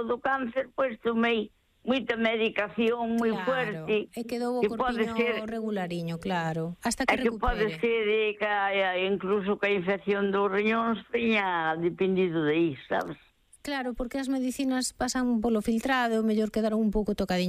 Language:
Galician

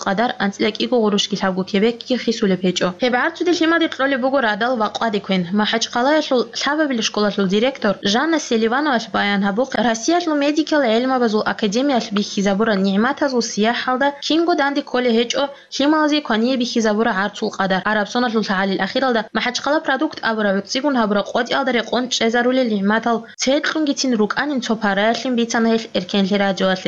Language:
Avaric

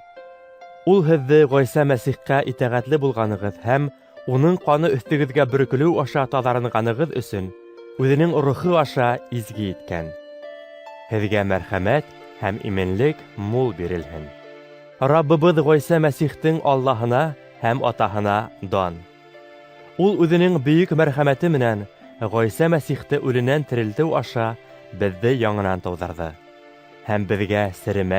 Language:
Bashkir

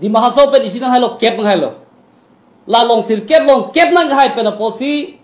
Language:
Karbi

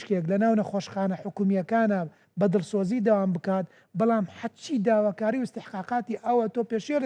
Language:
Central Kurdish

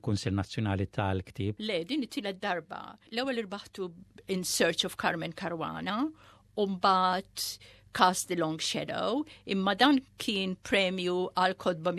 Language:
Maltese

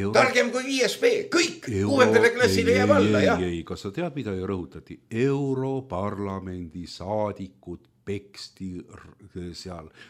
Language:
Estonian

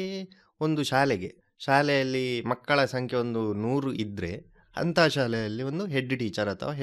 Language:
Kannada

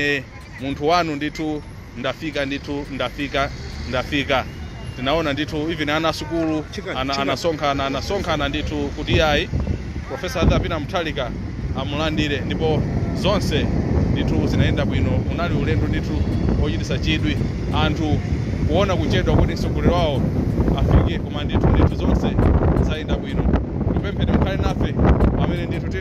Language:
Nyanja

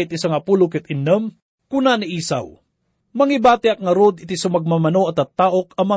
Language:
Iloko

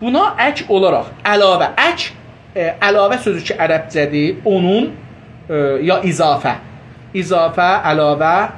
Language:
South Azerbaijani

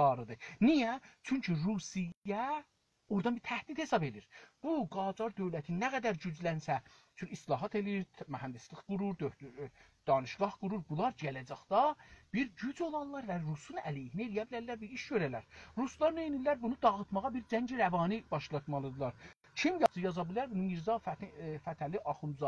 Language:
South Azerbaijani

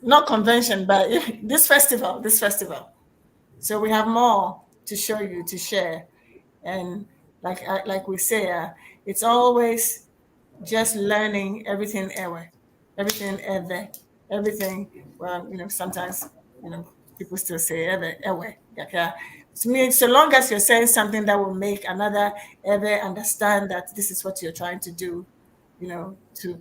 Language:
Ewe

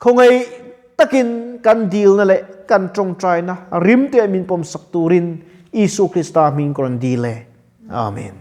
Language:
Mizo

